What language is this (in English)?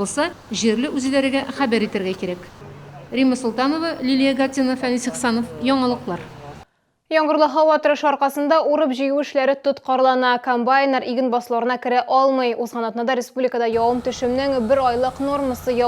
Tatar